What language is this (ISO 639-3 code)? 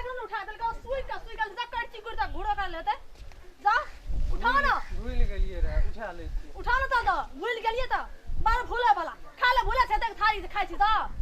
mai